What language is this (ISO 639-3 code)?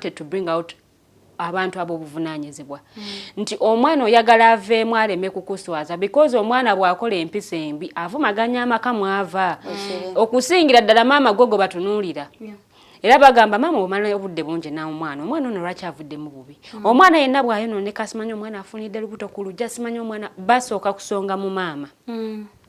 lug